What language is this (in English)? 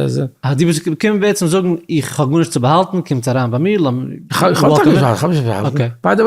Yiddish